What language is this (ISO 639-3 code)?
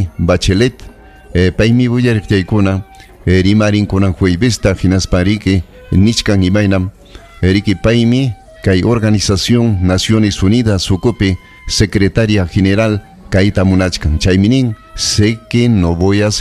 quy